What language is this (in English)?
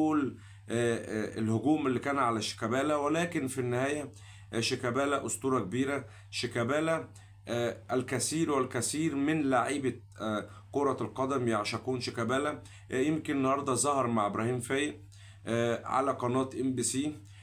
Egyptian Arabic